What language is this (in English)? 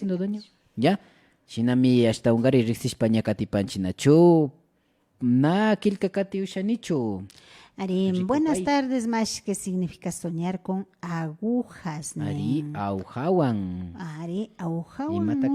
Imbabura Highland Quichua